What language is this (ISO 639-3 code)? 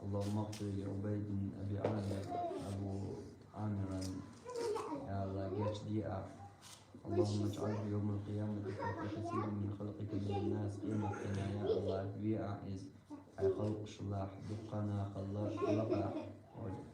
che